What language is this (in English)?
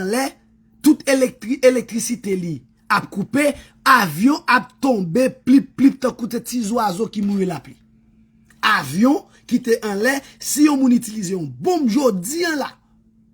Haitian Creole